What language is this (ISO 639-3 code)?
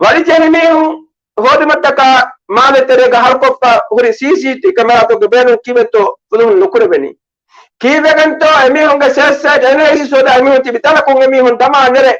div